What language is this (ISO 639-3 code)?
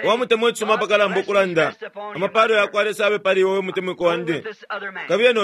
bem